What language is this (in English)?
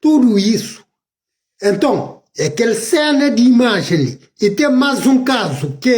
Kabuverdianu